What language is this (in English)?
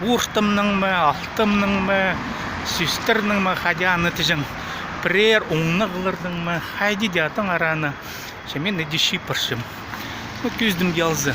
Khakas